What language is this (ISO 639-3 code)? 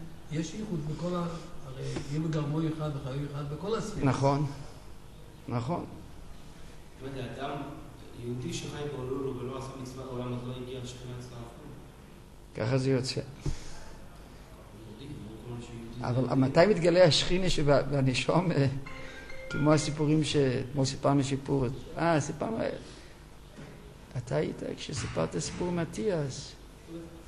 heb